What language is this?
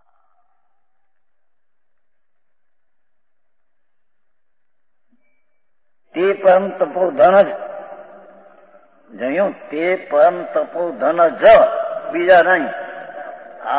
Gujarati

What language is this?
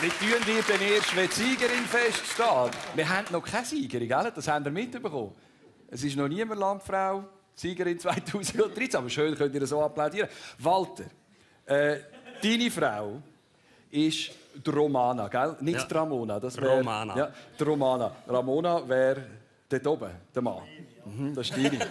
Swiss German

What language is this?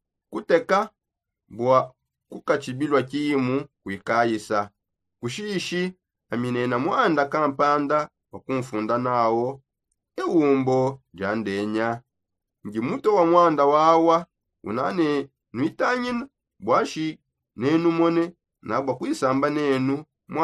Songe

